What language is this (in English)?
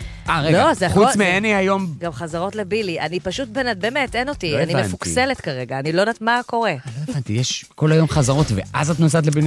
Hebrew